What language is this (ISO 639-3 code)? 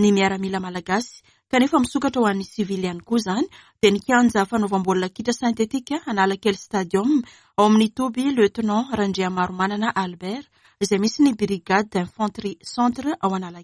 mlg